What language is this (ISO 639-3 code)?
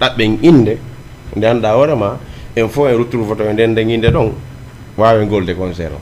ful